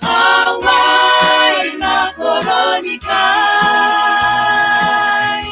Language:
Gilbertese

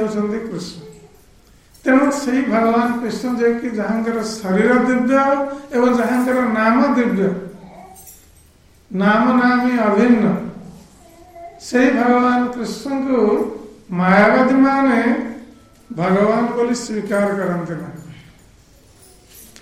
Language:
Odia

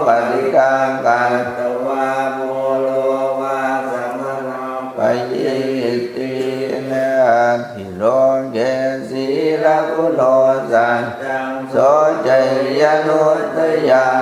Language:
Pali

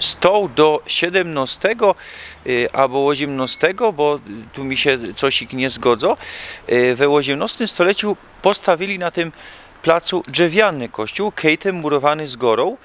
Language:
Silesian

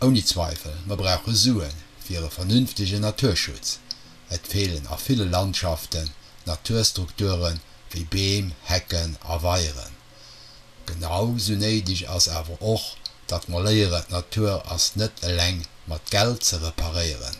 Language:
Luxembourgish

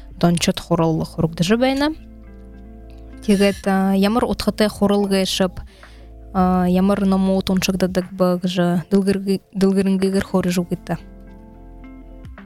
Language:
Buriat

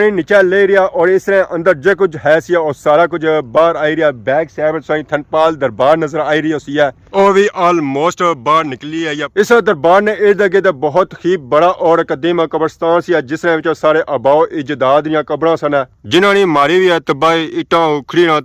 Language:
Pahari-Potwari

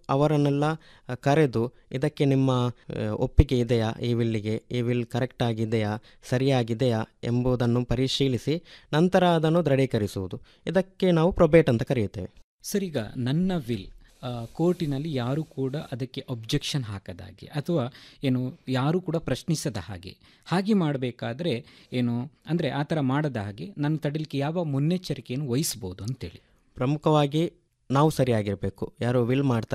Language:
Kannada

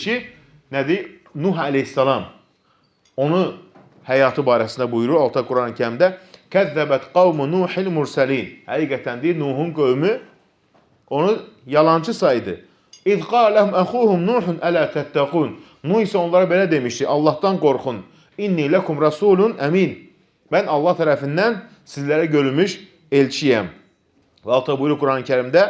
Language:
Azerbaijani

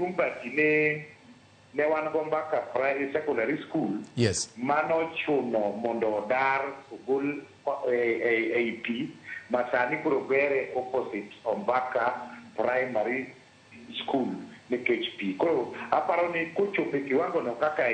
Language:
Luo (Kenya and Tanzania)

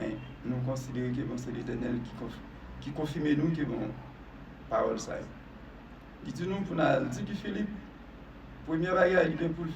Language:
Haitian Creole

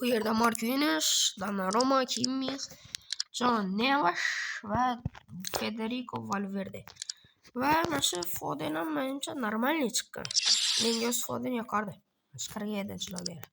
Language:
Uzbek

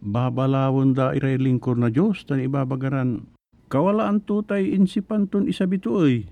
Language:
Pangasinan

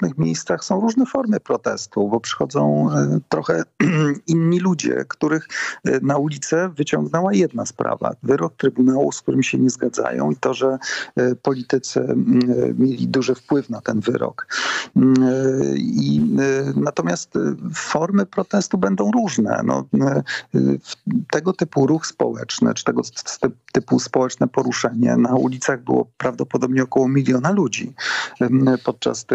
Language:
Polish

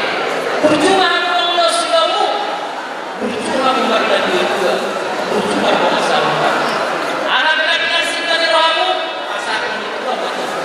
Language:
Batak Toba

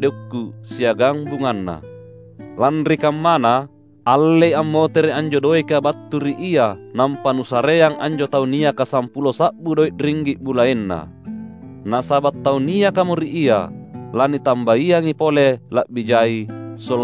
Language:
Makasar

